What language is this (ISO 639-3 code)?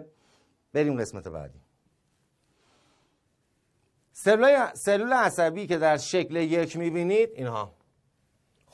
fas